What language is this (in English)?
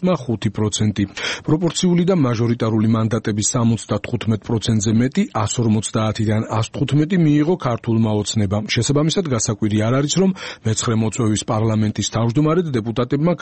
Georgian